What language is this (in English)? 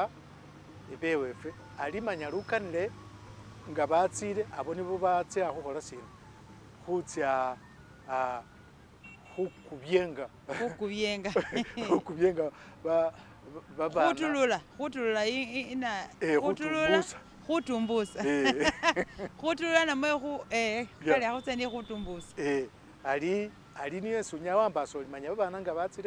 Masaaba